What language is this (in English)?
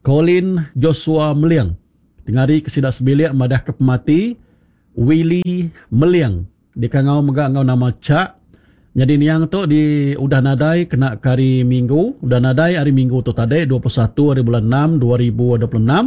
Iban